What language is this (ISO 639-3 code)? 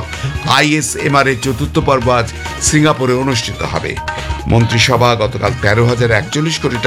ben